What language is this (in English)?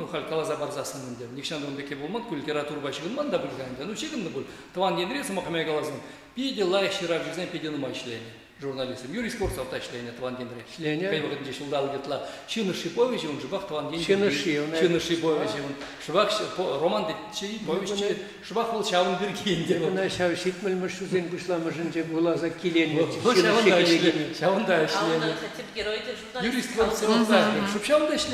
Chuvash